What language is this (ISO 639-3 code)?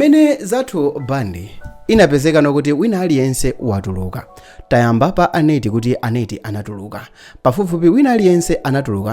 nya